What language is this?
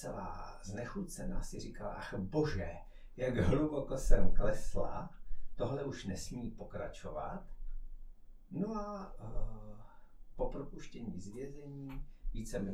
Czech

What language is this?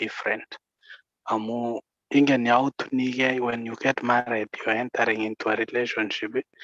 Kalenjin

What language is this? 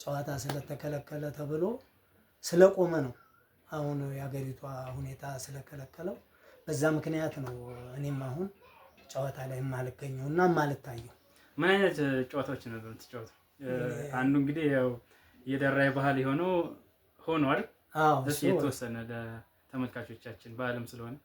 Amharic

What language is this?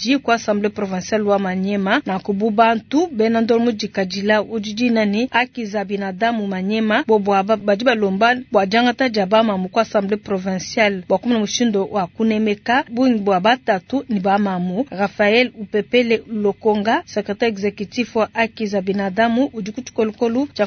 Luba-Lulua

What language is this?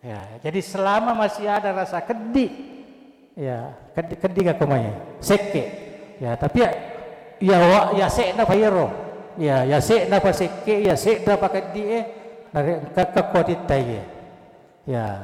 Buginese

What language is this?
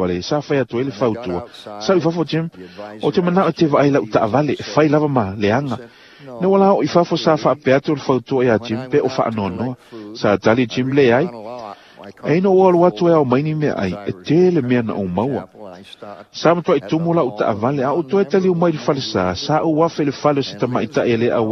Samoan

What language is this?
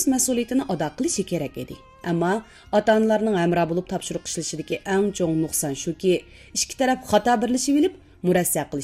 Uyghur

